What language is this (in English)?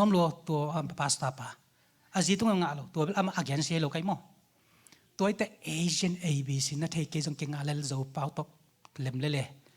Tedim Chin